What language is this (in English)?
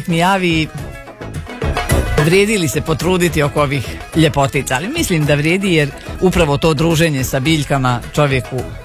Croatian